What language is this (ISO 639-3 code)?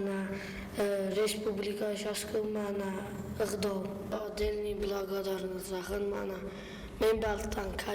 oss